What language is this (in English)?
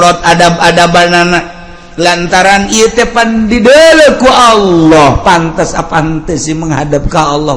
Sundanese